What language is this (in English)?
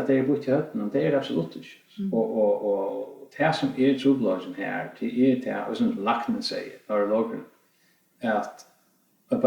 Faroese